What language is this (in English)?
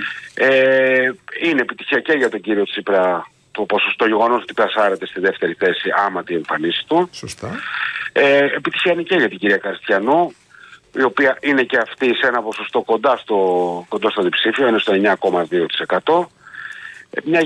Greek